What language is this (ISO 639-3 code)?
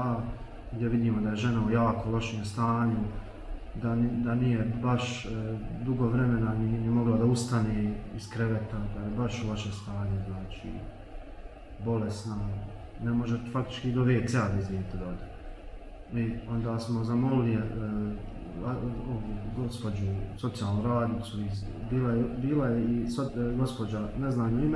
bos